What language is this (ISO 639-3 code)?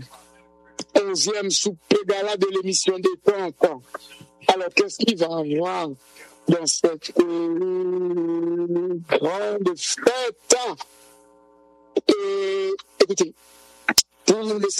fra